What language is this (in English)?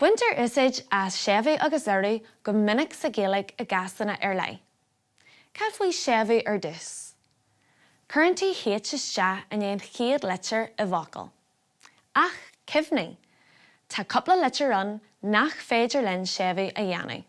Irish